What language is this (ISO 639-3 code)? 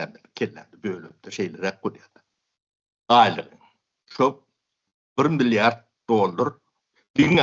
tuk